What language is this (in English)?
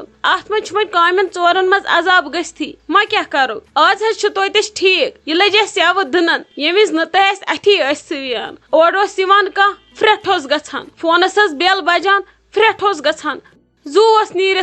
Kashmiri